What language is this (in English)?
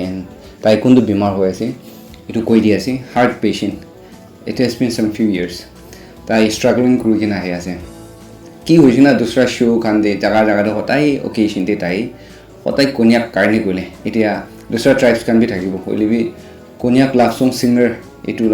Naga Pidgin